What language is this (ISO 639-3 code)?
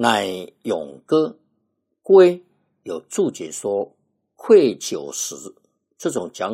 zho